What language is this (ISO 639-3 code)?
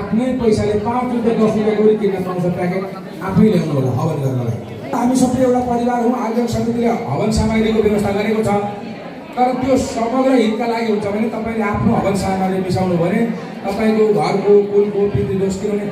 nep